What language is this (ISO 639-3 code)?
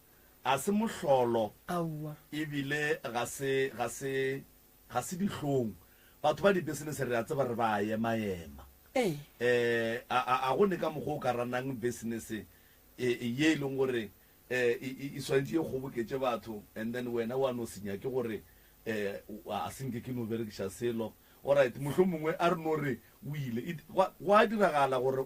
nso